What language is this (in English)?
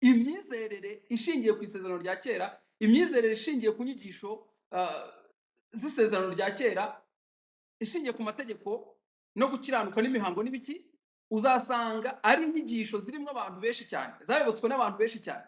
Kinyarwanda